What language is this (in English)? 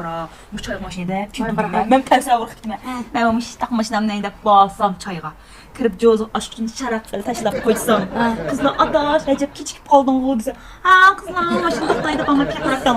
Uyghur